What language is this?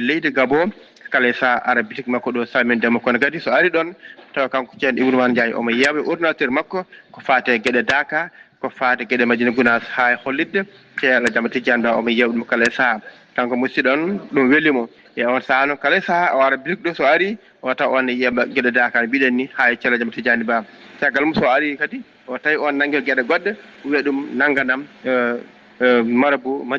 Fula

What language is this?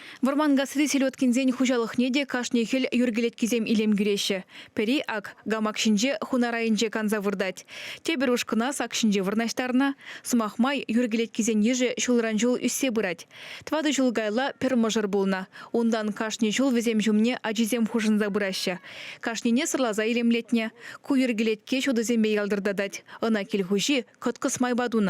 Chuvash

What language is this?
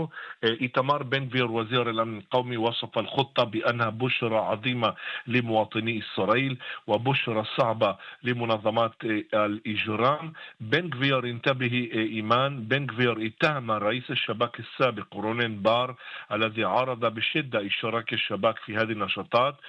Arabic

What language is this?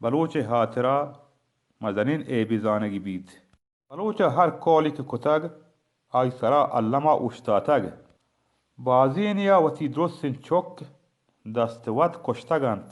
Baluchi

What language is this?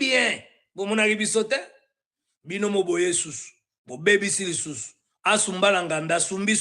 Lingala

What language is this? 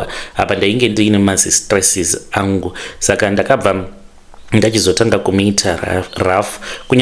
Shona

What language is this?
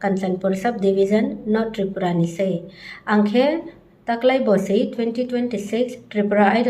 Riang (India)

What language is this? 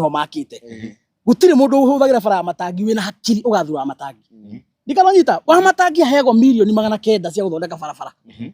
Kikuyu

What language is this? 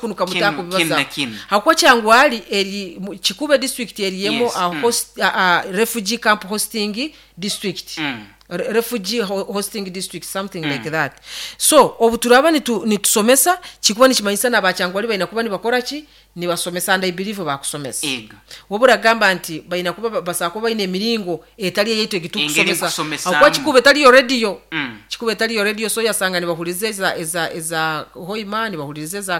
Nyoro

